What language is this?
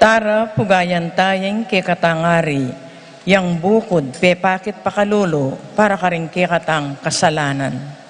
Pampanga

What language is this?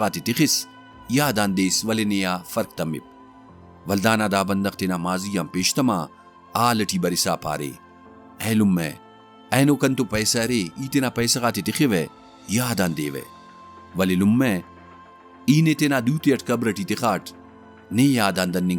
Brahui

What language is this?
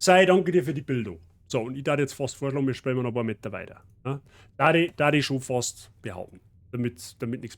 Bavarian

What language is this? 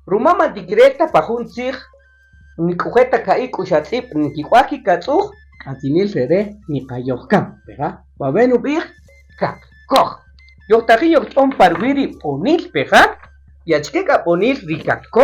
Kaqchikel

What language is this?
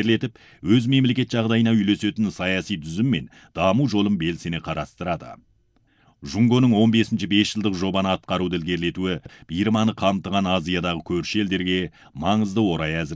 Kazakh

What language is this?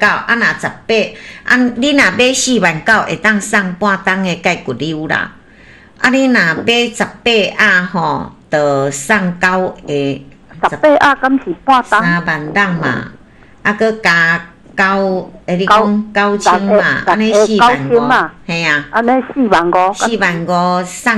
Min Nan Chinese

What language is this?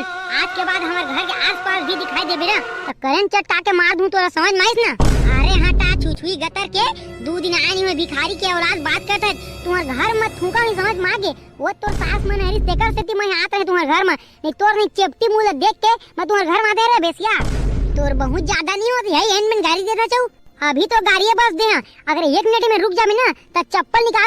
Chhattisgarhi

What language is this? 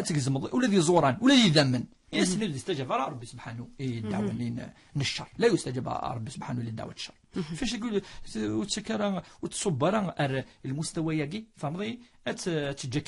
Kabyle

